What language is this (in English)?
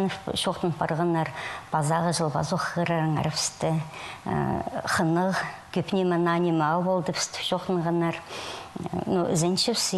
Khakas